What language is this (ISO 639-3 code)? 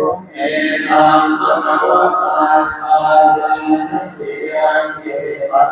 pli